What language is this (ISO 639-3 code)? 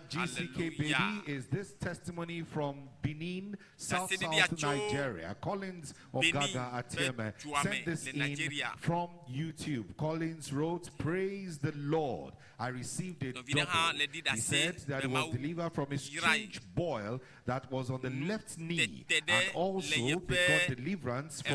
ewe